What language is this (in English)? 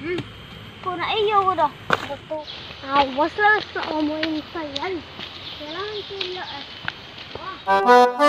Minangkabau